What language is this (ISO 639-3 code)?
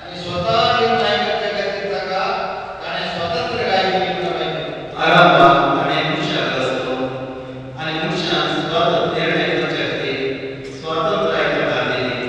kok